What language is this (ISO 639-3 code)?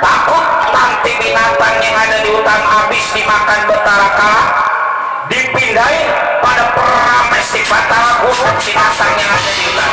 bew